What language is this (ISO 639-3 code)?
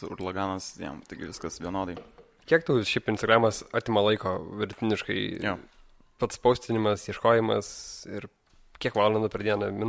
lit